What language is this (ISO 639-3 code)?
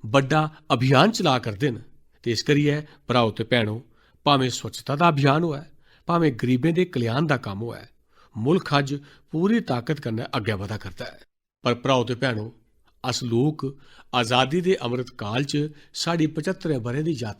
doi